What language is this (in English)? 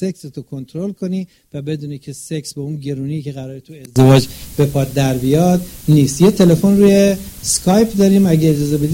Persian